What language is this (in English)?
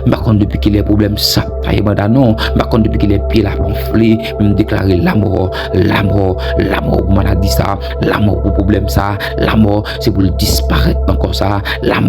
Haitian Creole